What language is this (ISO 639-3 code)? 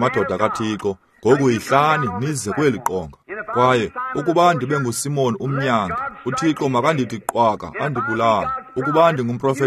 xho